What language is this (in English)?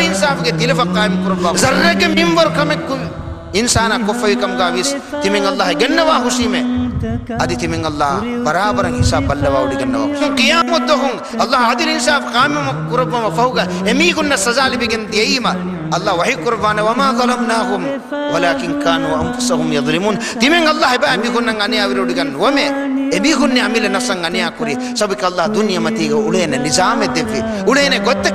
Divehi